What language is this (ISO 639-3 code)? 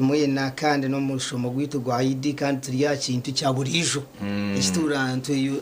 nyn